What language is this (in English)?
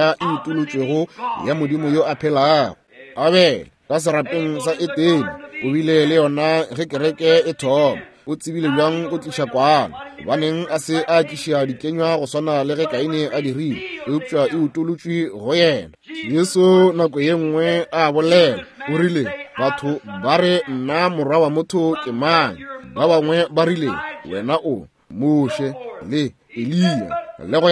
Northern Sotho